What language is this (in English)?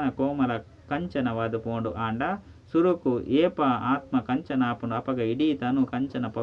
Tulu